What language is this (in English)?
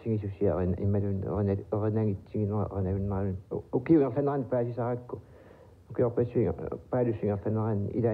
Kalaallisut